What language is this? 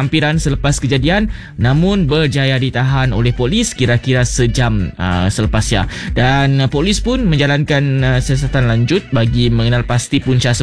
Malay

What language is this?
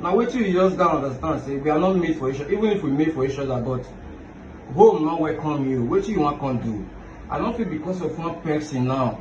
Nigerian Pidgin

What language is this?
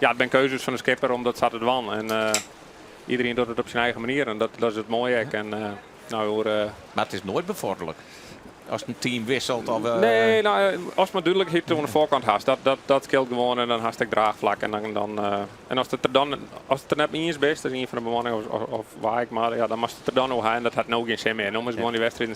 Western Frisian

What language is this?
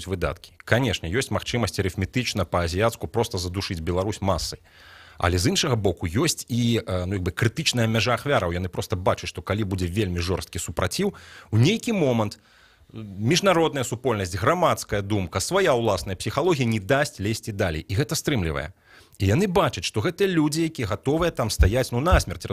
Belarusian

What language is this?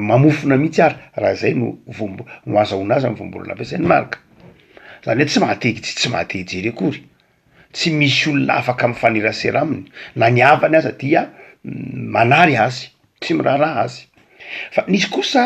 Malagasy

